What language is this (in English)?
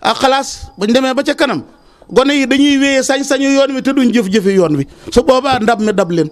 Wolof